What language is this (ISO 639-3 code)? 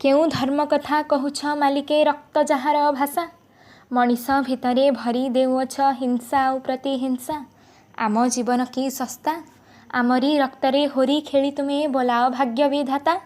ori